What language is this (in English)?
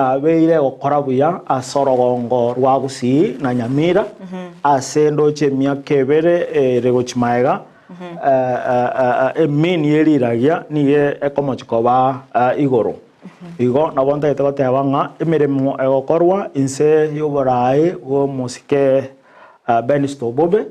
Gusii